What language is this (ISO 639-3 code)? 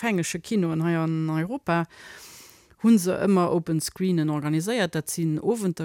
ltz